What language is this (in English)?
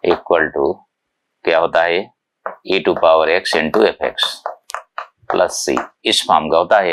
Hindi